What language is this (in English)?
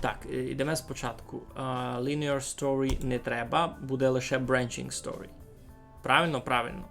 Rusyn